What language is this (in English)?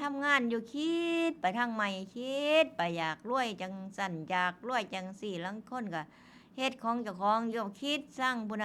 Northeastern Thai